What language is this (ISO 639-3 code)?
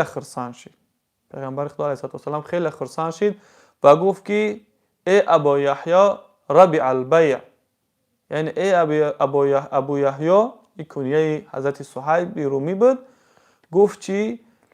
tgk